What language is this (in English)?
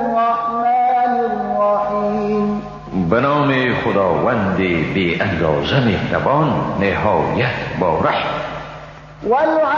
Persian